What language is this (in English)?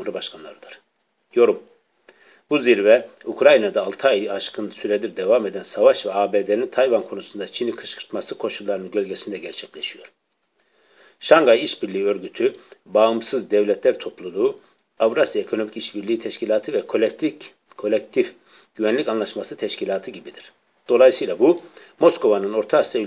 Turkish